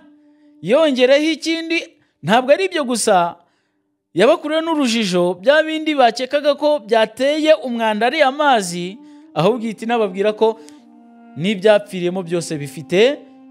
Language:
Kinyarwanda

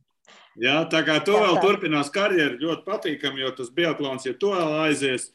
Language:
Latvian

